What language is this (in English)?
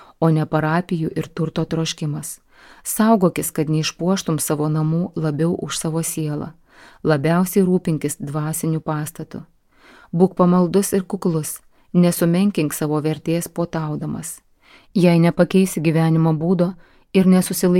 Lithuanian